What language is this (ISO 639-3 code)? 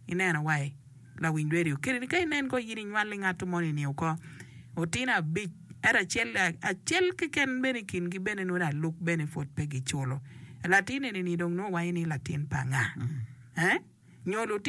ach